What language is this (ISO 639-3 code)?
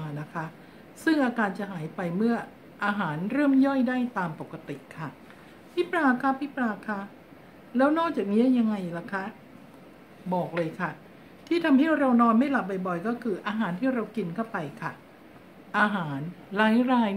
tha